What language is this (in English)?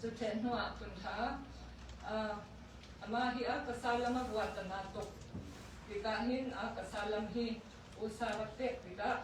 Hakha Chin